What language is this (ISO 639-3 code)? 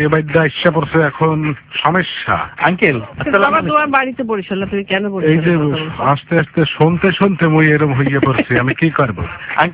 ben